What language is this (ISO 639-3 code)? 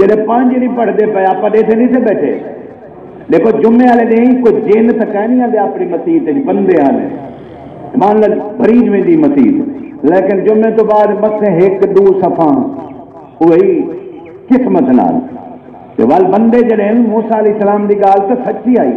skr